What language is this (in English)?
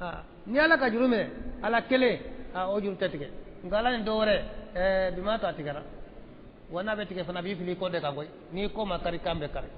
Bambara